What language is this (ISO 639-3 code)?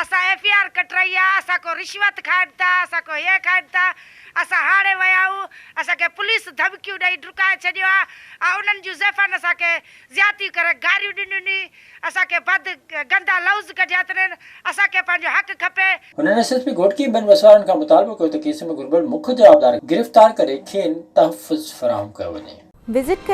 snd